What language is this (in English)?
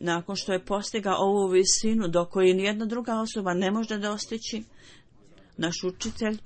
Bosnian